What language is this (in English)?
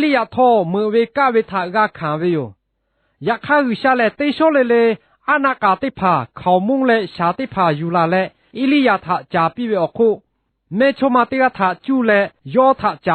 Lahu